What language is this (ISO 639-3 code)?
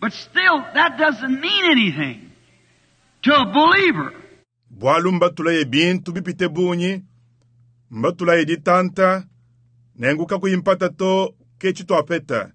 lua